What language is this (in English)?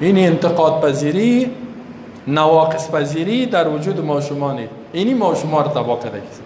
Persian